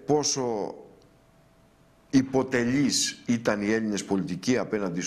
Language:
Greek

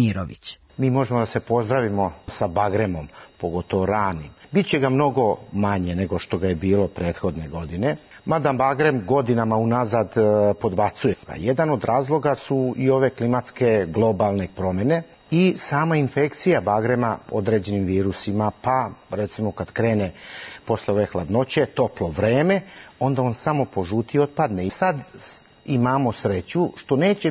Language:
Serbian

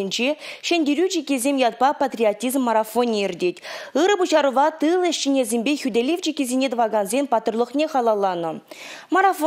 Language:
Chuvash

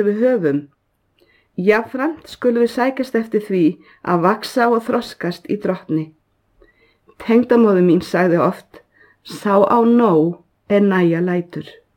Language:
Icelandic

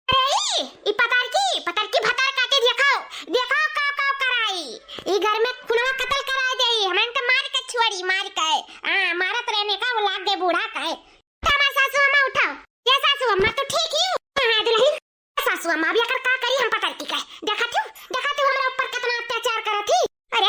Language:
Awadhi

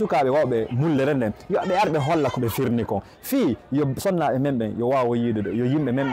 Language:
Fula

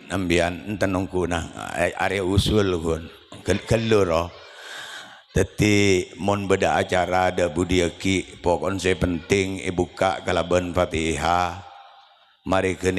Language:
Madurese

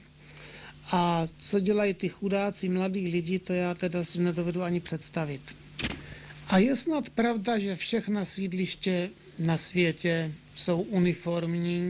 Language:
Czech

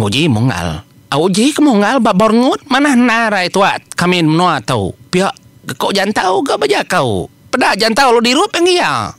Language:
Iban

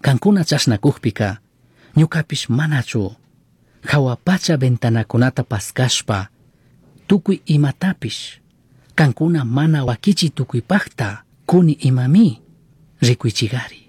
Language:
Chimborazo Highland Quichua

